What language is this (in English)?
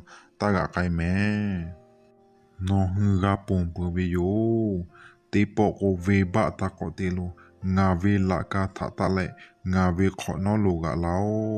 Lahu